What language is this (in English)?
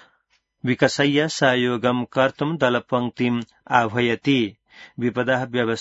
Sanskrit